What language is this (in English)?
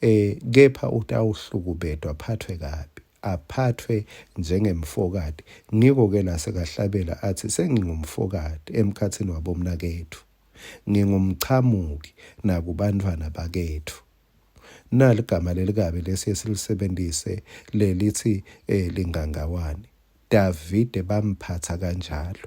Swati